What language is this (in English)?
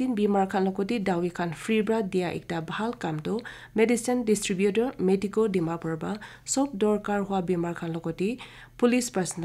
Naga Pidgin